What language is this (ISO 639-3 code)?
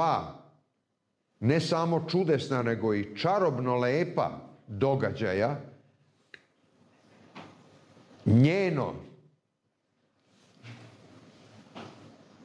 srp